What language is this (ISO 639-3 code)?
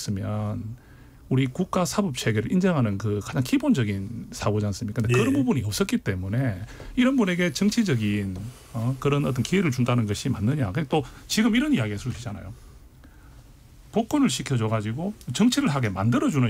kor